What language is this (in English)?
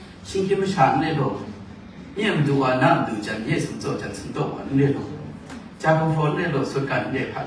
Kachin